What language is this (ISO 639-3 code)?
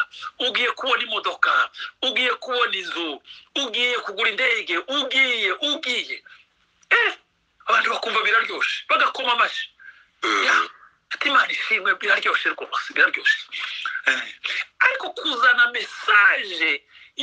kin